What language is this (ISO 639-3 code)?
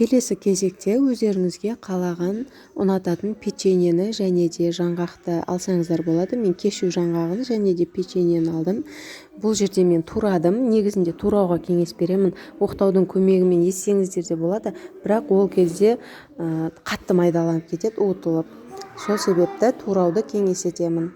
kaz